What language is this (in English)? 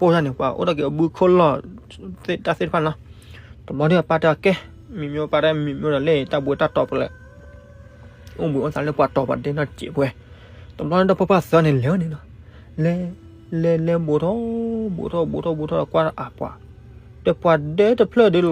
S'gaw Karen